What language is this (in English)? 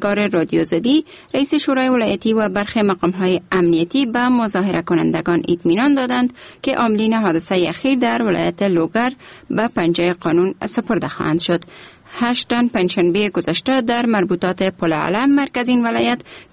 Persian